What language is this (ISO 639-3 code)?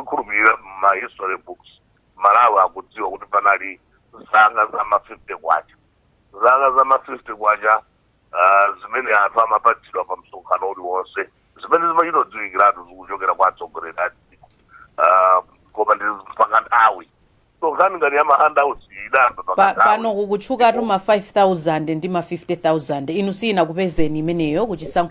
nya